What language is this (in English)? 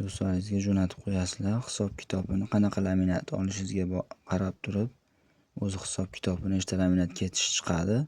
Uzbek